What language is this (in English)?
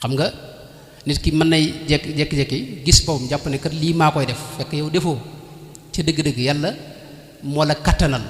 Wolof